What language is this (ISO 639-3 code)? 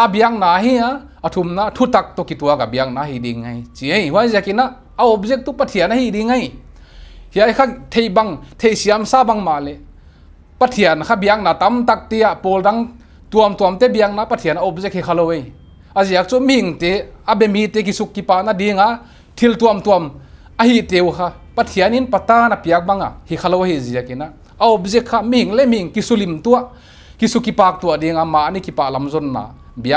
pck